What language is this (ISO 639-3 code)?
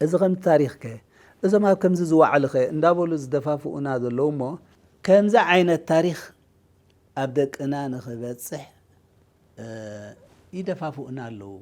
tir